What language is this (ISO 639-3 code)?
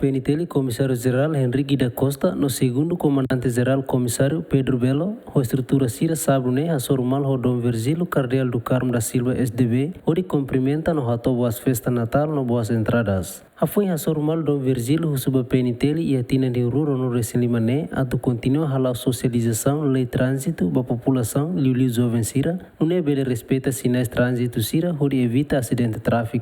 tet